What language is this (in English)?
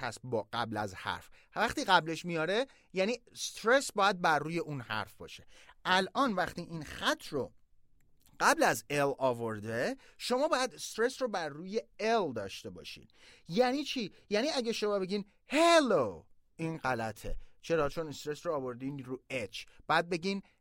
Persian